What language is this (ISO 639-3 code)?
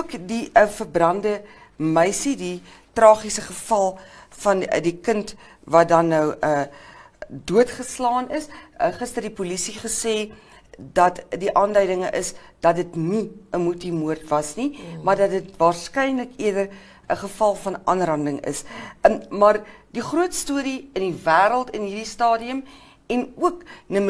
afr